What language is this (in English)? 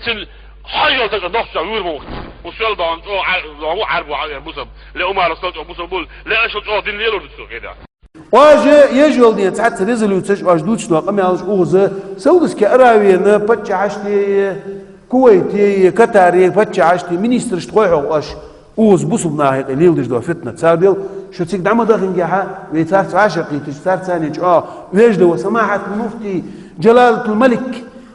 Chechen